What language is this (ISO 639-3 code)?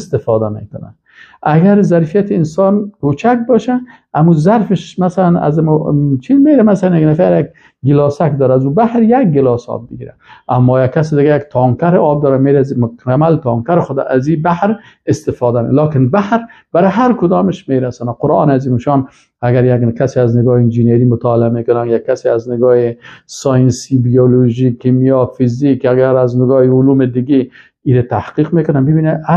fas